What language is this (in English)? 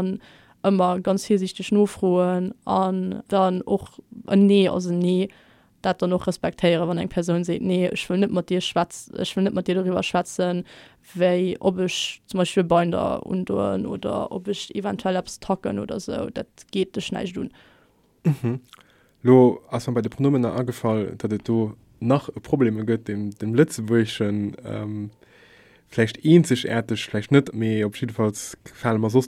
Luxembourgish